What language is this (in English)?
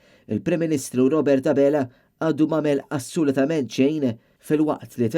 Maltese